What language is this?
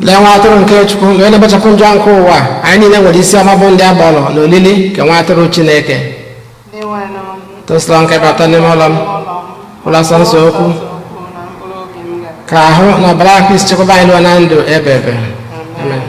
Igbo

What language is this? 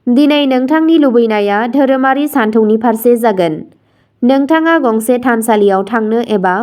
Bodo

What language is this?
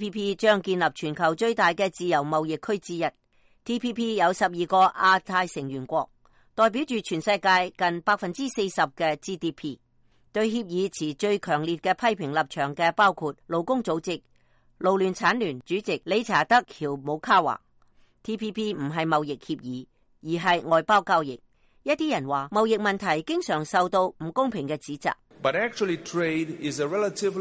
Cantonese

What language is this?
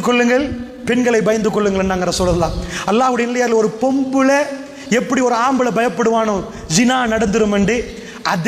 Tamil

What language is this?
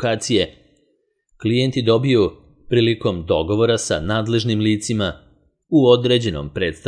Serbian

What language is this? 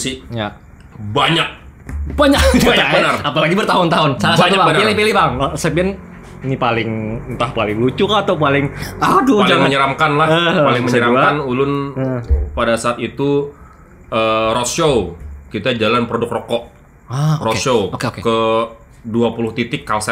Banjar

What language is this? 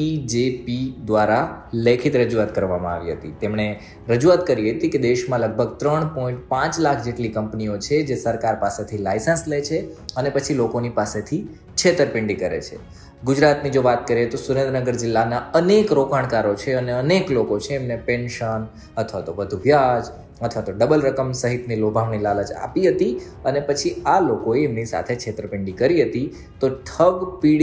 Gujarati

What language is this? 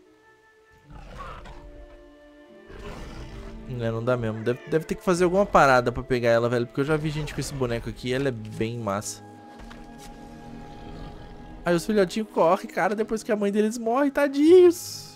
Portuguese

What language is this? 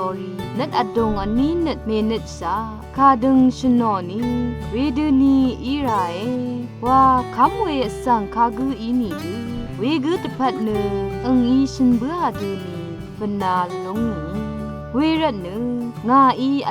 Rawang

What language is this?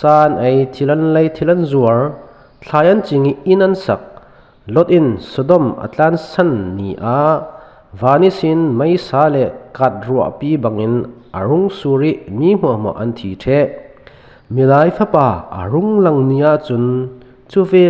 Falam Chin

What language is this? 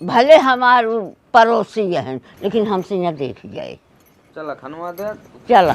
Awadhi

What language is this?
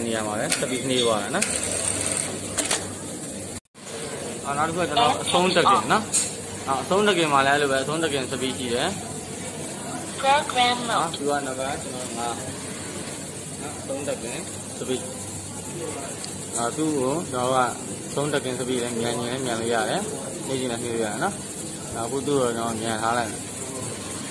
Burmese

